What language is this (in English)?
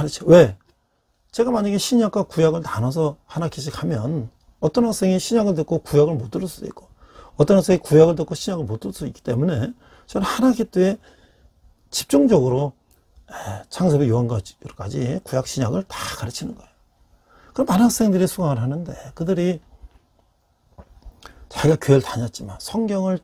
Korean